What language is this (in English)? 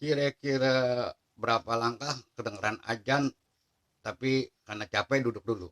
Betawi